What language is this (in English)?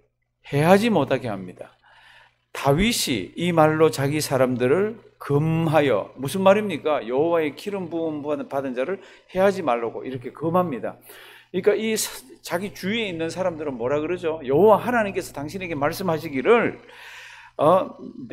Korean